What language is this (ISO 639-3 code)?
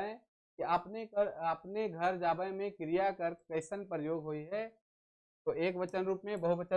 sck